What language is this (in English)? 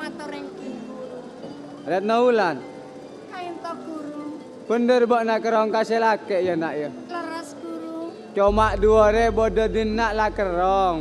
Madurese